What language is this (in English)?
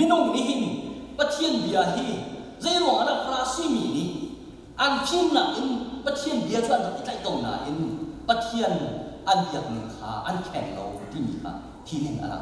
Hakha Chin